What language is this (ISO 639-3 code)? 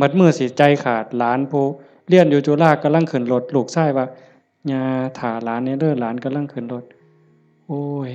tts